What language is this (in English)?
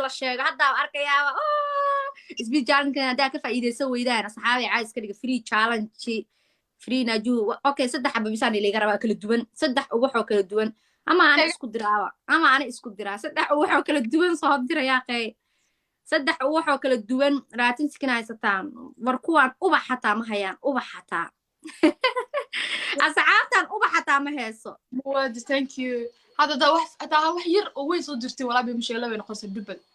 Somali